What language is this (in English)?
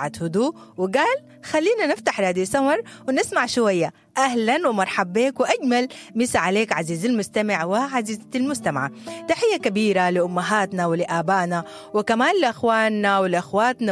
Sudanese Arabic